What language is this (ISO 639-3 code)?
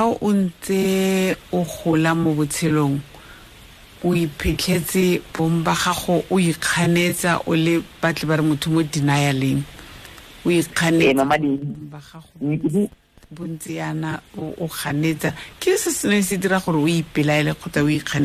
tsn